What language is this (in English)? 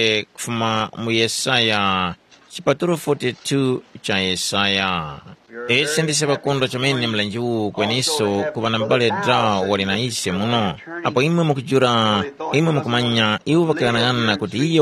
Tumbuka